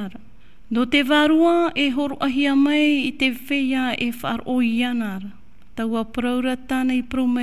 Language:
Tahitian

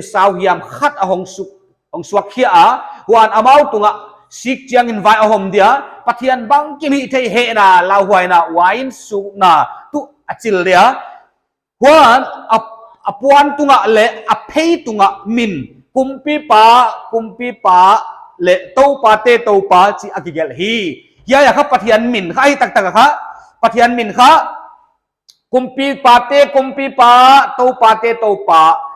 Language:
Paite Chin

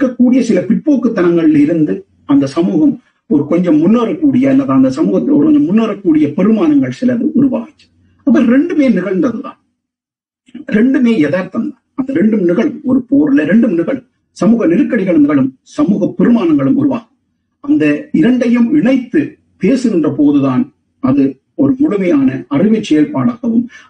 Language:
Tamil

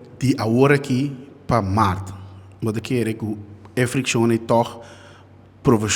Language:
Papiamento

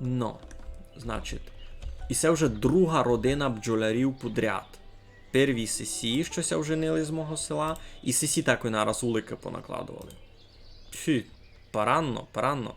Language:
Rusyn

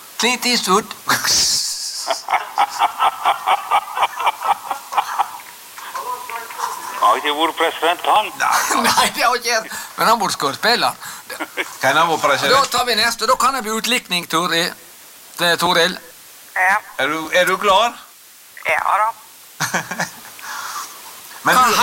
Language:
Norwegian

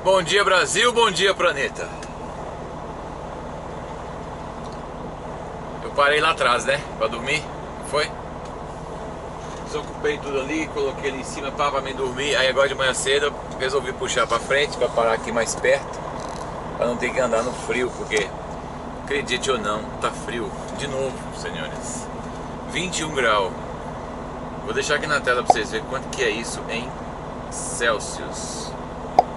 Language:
Portuguese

